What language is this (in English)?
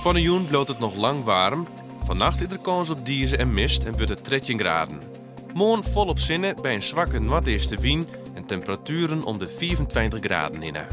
Western Frisian